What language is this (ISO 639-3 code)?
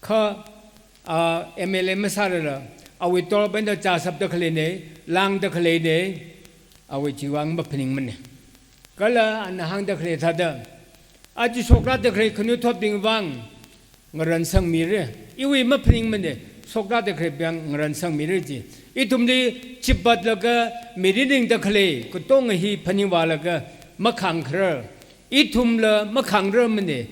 nmf